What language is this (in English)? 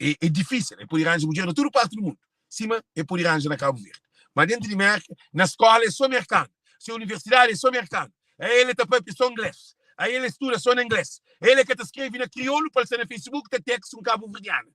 Kabuverdianu